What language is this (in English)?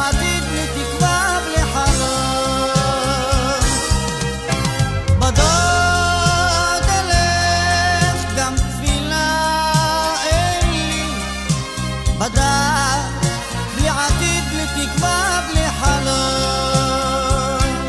Hebrew